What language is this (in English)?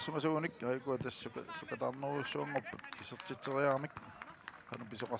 Kalaallisut